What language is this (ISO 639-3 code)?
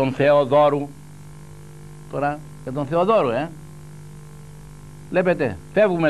ell